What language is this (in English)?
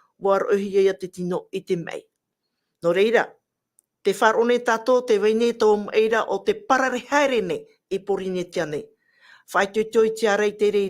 Tahitian